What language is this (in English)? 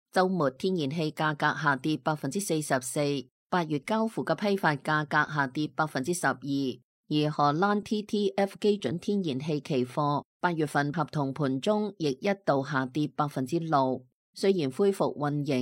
Cantonese